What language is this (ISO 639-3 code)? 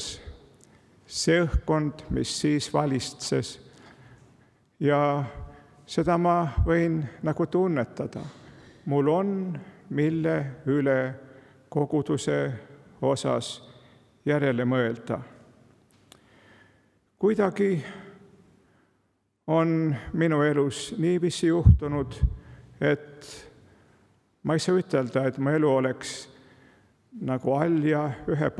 est